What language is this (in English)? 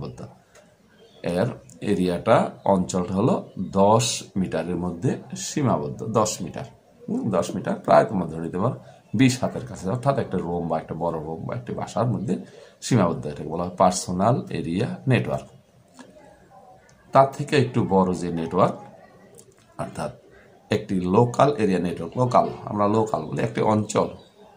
Bangla